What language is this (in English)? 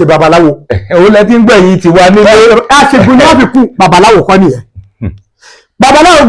Yoruba